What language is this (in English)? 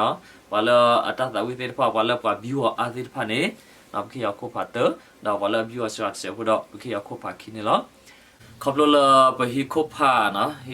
S'gaw Karen